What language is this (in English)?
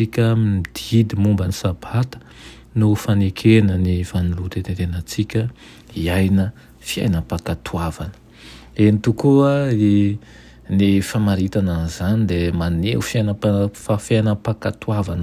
Malagasy